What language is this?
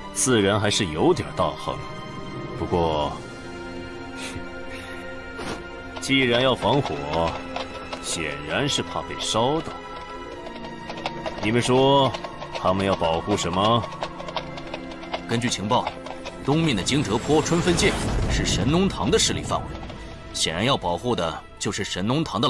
Chinese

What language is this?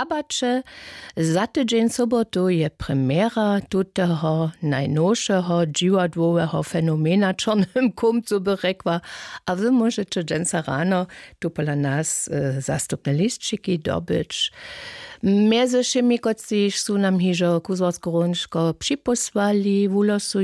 Upper Sorbian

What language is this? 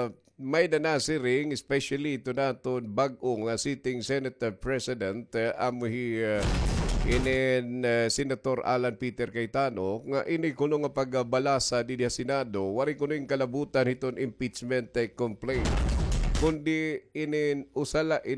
Waray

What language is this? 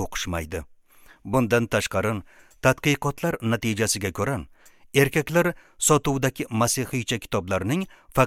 Uzbek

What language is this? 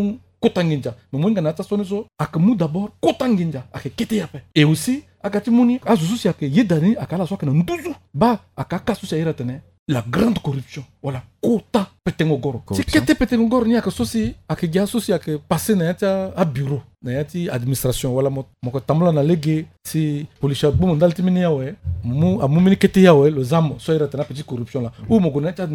Sango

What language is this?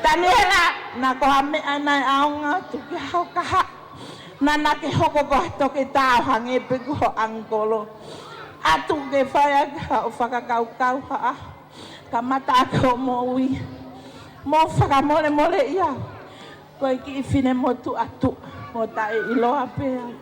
Tongan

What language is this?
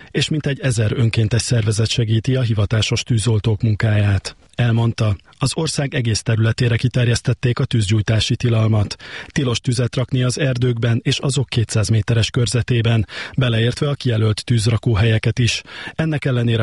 Hungarian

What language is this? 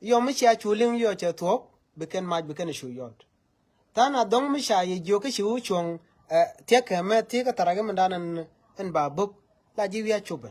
Nuer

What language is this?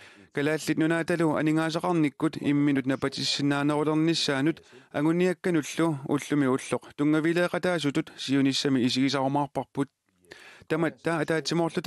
Kalaallisut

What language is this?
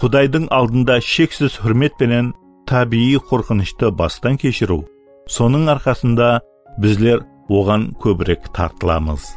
Kara-Kalpak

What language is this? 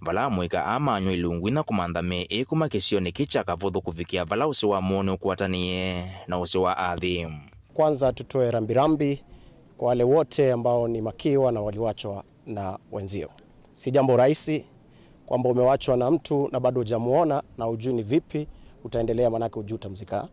Kamba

